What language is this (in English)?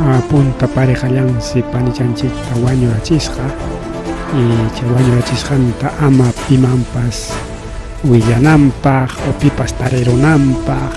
Ayacucho Quechua